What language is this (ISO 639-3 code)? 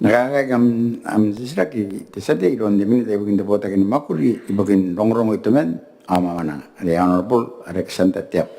gil